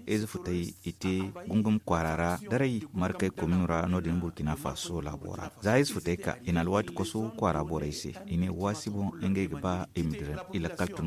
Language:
Zarma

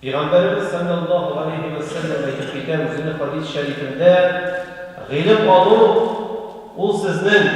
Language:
Tatar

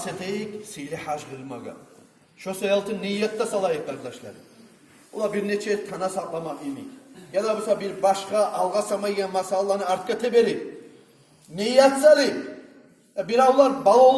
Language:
Kumyk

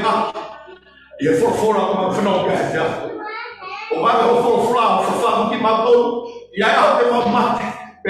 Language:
Tongan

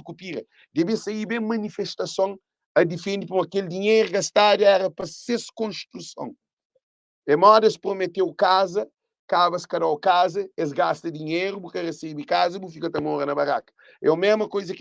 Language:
Kabuverdianu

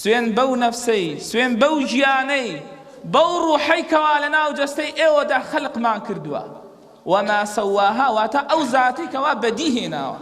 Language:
Central Kurdish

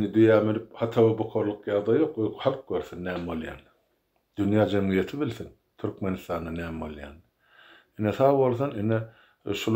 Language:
Turkmen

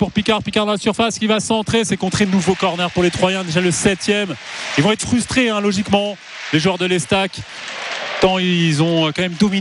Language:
French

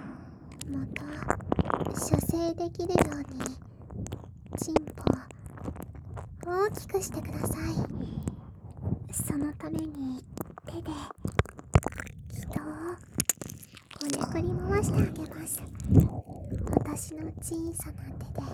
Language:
Japanese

